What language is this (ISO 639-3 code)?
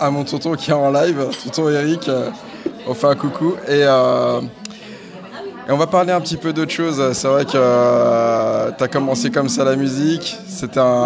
fra